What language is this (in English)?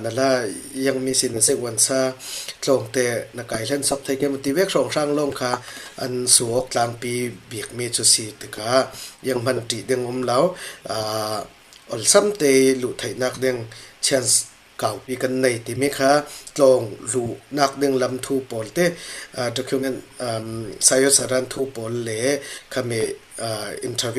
Falam Chin